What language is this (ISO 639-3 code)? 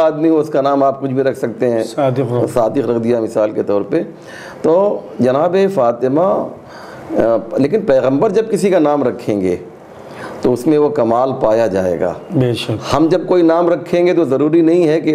urd